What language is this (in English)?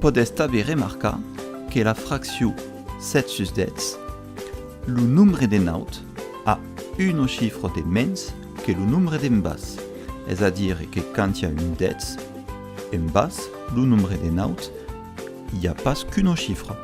Occitan